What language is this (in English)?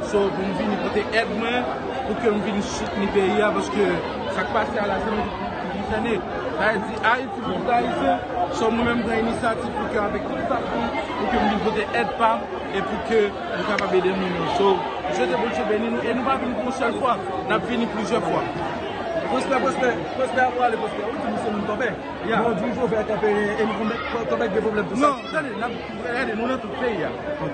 Haitian Creole